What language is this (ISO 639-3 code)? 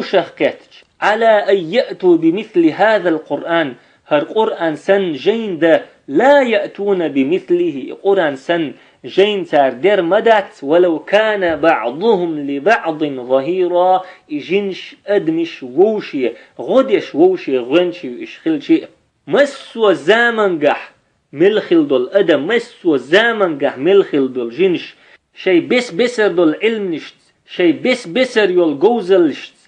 che